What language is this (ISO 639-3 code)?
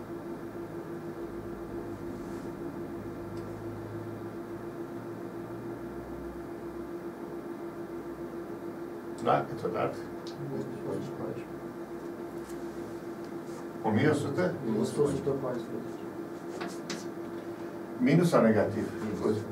ron